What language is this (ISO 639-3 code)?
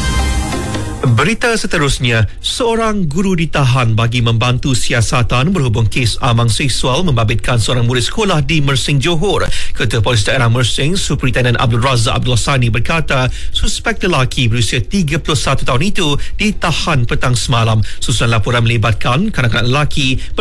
msa